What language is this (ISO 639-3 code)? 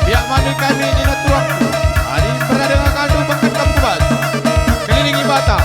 btx